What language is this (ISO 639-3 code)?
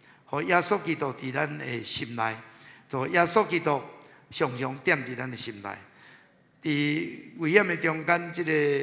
nan